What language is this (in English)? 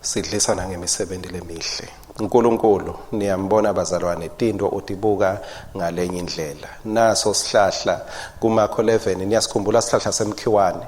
Swati